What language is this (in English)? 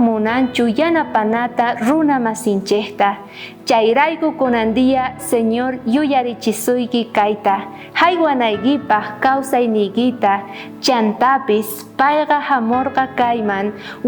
South Bolivian Quechua